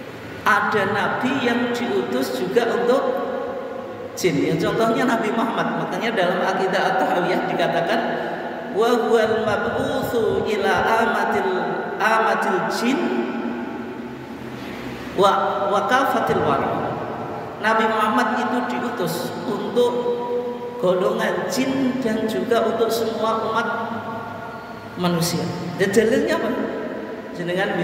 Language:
Indonesian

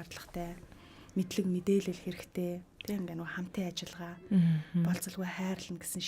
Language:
Mongolian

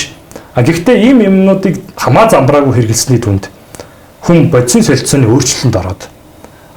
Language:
Mongolian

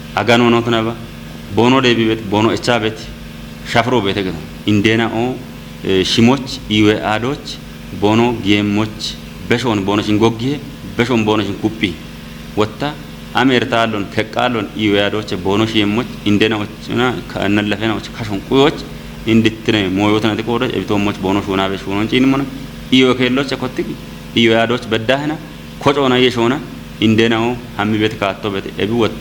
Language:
Kafa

